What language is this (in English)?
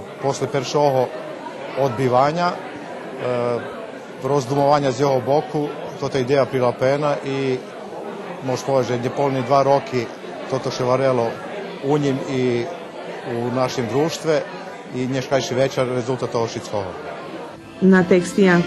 Rusyn